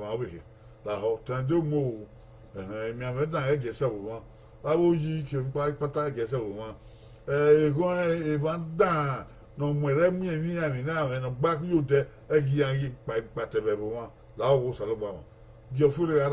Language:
Bini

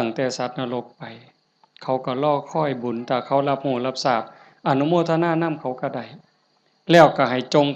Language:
Northeastern Thai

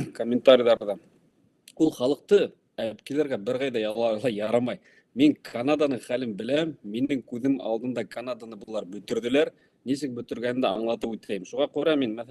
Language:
Bashkir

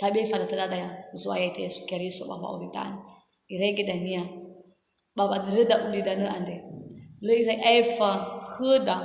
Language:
Nias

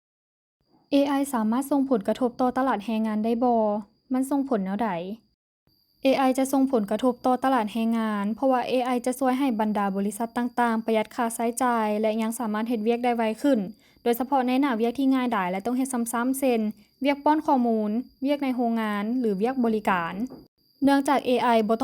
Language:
Lao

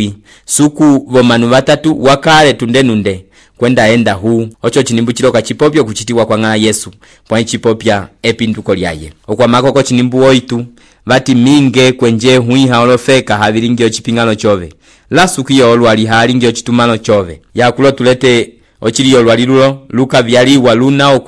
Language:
Umbundu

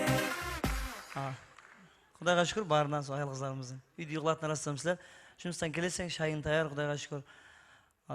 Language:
Kara-Kalpak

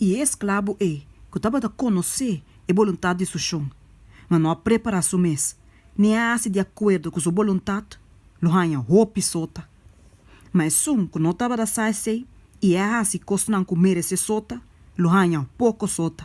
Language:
Papiamento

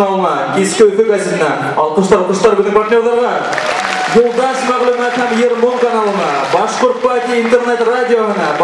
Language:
Bashkir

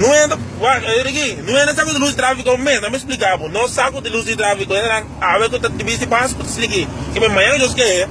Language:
Papiamento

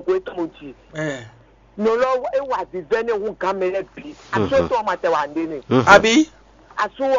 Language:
Fon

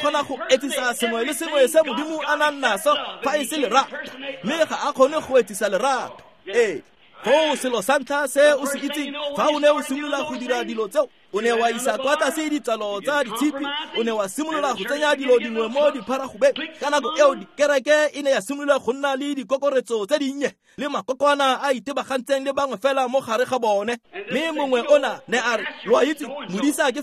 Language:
Tswana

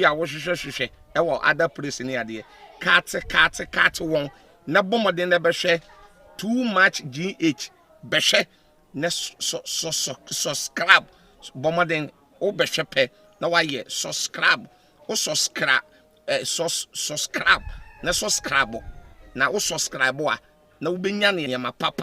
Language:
Akan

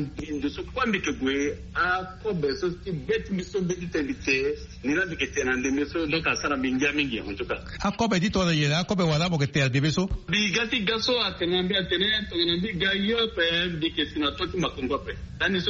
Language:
Sango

